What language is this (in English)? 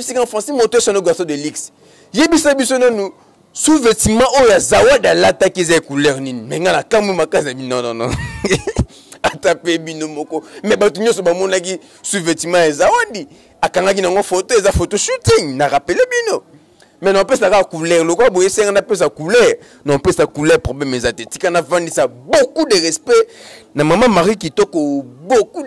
Lingala